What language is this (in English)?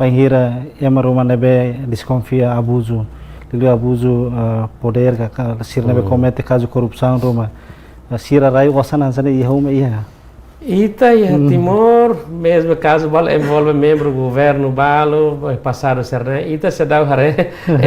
Tetum